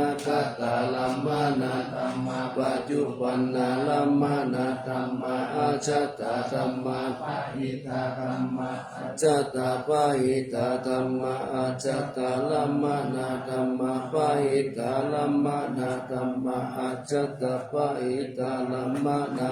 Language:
Pali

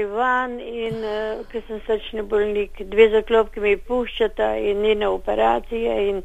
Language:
Slovenian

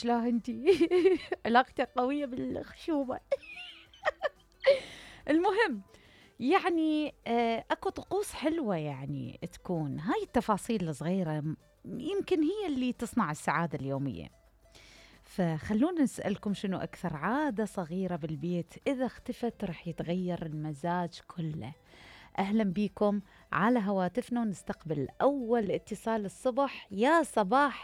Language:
Mesopotamian Arabic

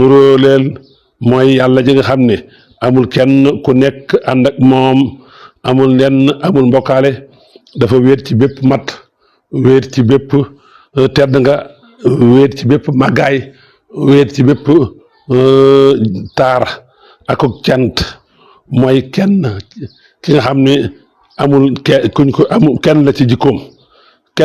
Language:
Wolof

